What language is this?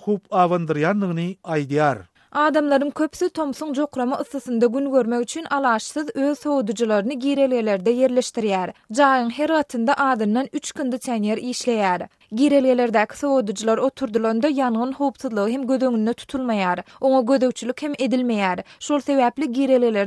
Turkmen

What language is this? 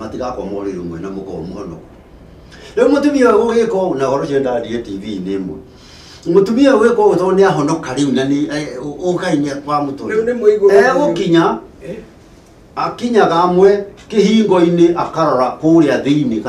Kikuyu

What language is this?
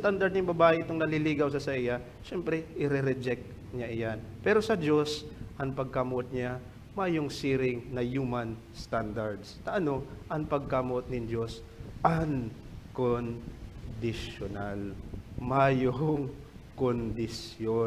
Bikol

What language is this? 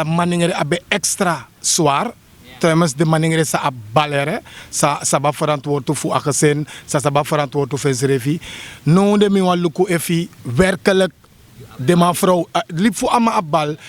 Sranan Tongo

